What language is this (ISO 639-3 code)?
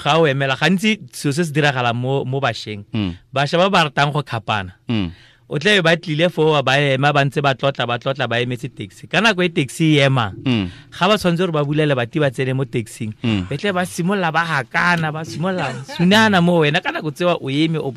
tsn